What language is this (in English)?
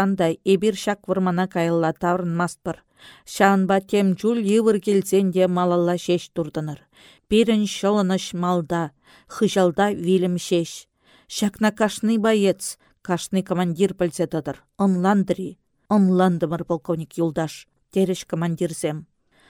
Chuvash